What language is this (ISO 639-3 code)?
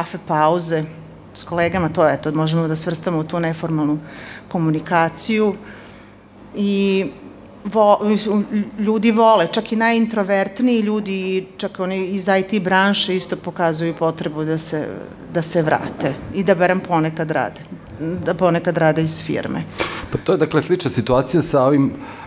srp